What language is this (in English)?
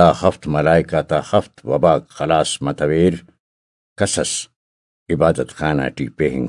Brahui